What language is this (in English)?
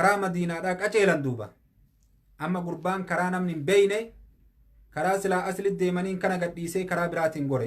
Oromo